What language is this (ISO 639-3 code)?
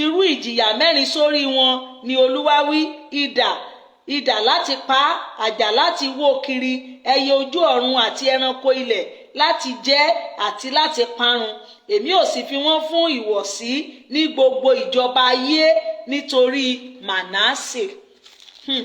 yor